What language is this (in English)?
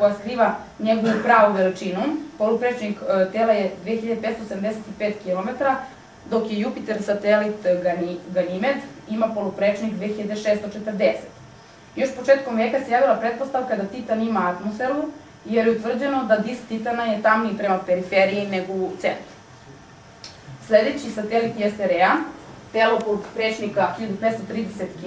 Serbian